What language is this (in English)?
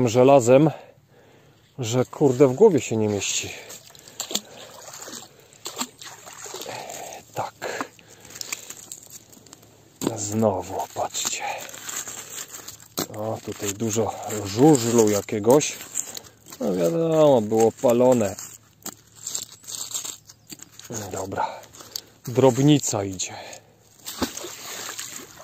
Polish